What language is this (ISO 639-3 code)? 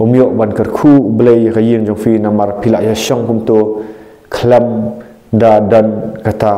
kha